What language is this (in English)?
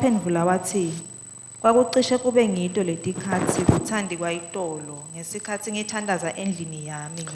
Swati